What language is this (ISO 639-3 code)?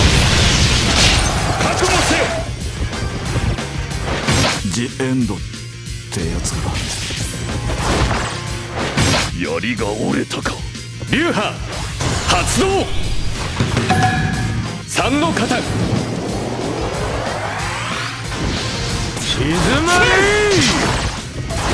jpn